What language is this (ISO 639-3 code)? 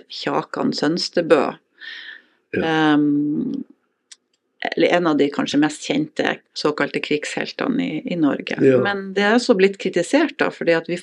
nor